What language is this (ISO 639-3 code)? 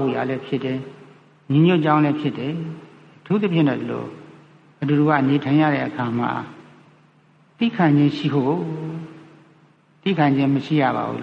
mya